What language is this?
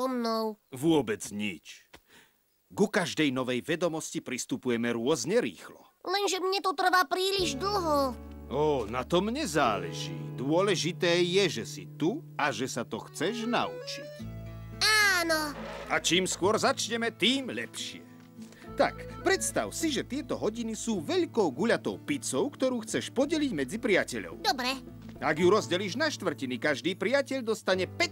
Slovak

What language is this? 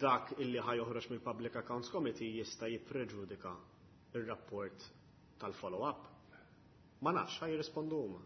Maltese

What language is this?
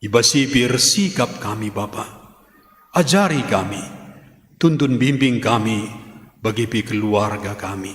Batak Karo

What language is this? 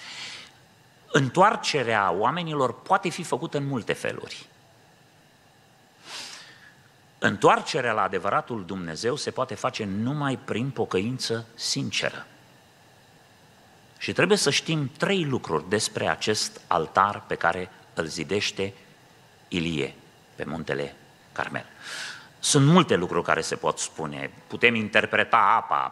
Romanian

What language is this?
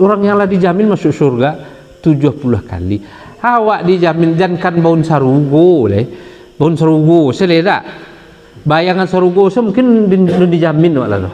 Minangkabau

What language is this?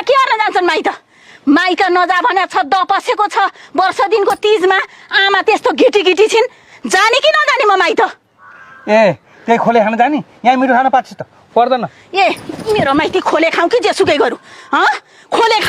Nepali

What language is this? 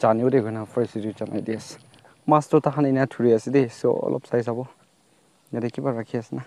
Naga Pidgin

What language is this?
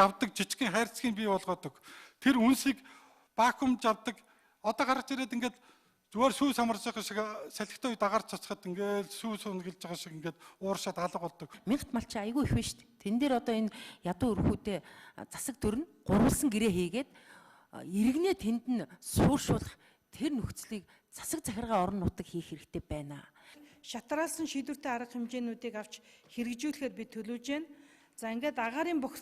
Mongolian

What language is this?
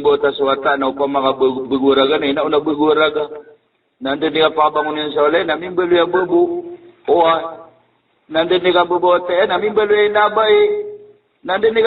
Maranao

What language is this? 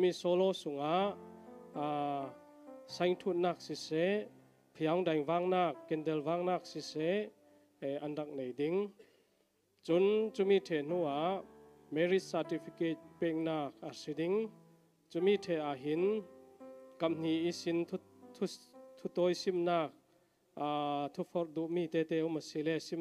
Falam Chin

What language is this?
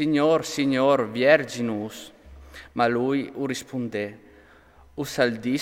Friulian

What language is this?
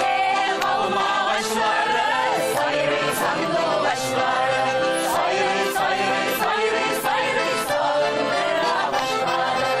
Tatar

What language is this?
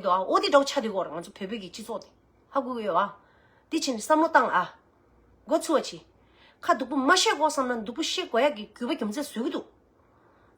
Tibetan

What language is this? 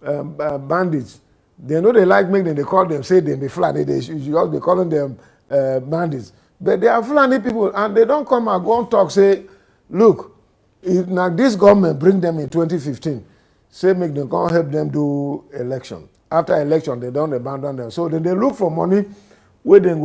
Nigerian Pidgin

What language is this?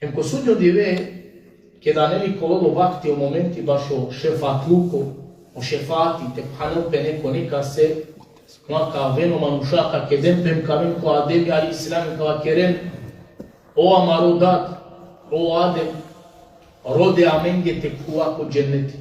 Balkan Romani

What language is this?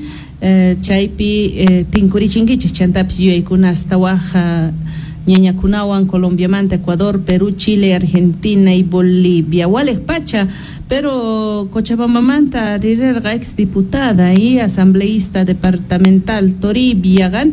Quechua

